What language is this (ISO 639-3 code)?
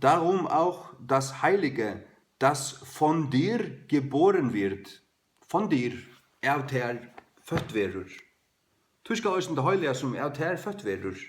fao